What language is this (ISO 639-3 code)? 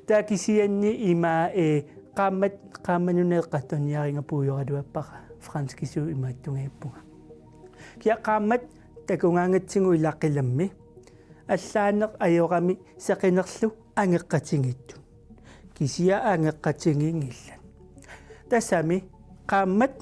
kal